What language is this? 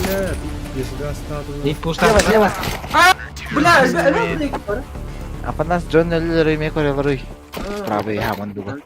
Yakut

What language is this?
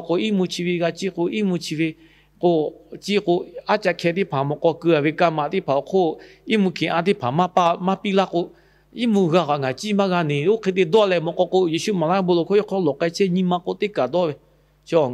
Lahu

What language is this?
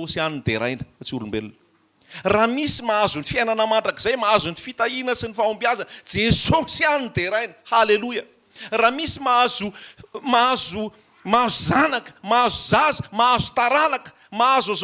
Malagasy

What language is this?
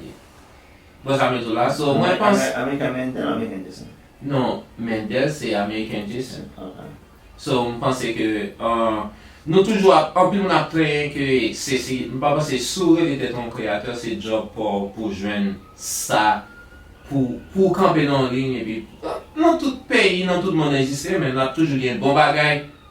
Haitian Creole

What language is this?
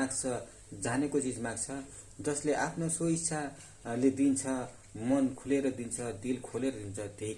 Nepali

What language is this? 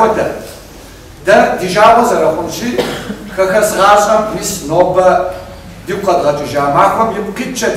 Kabardian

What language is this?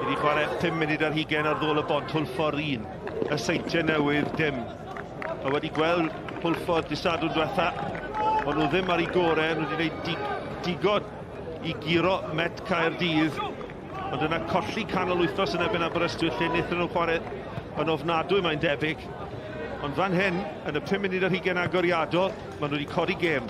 Welsh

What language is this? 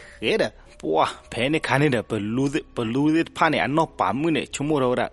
S'gaw Karen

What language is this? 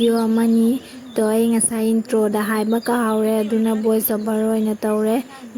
Manipuri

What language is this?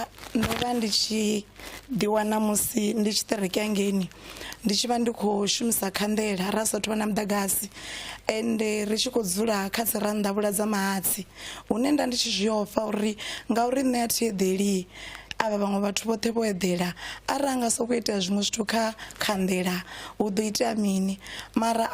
Venda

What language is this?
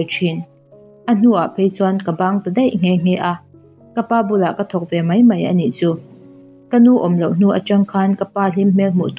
Mizo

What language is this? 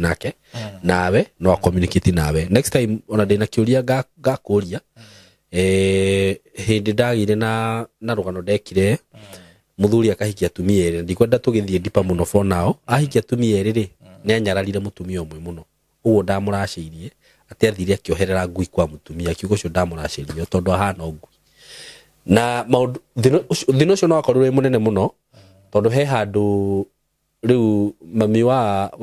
Kikuyu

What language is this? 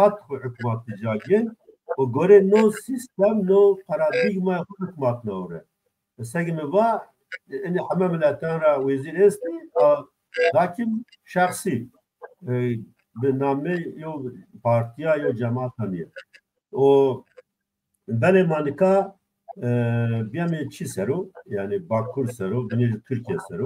Zaza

